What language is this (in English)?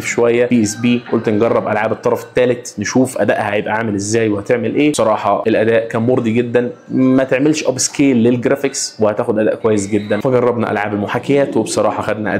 Egyptian Arabic